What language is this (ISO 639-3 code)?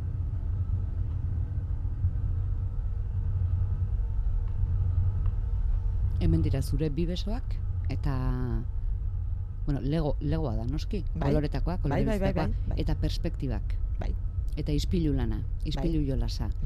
eus